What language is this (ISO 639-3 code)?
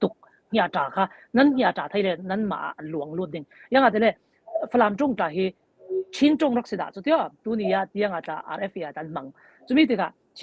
cfm